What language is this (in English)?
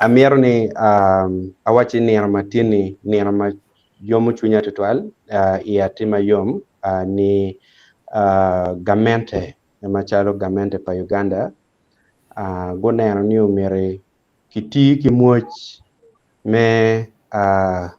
Acoli